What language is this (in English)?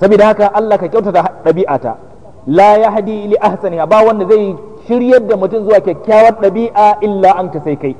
Hausa